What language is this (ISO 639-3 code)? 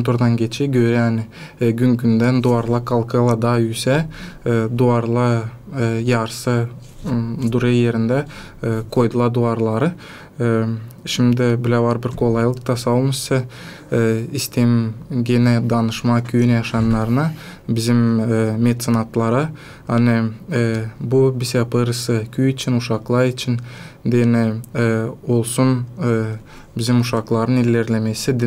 gag